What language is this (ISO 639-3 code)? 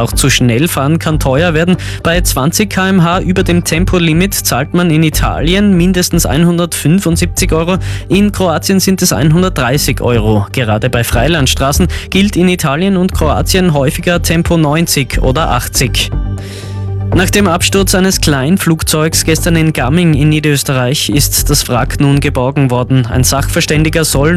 deu